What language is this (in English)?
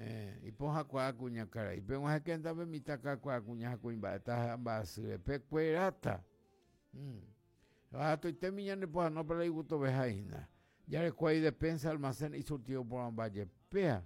Guarani